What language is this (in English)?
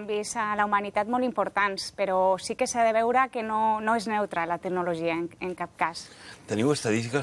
Catalan